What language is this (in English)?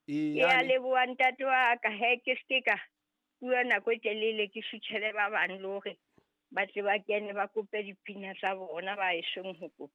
Southern Sotho